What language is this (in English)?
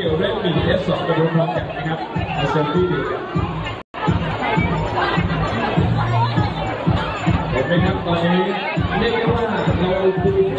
Thai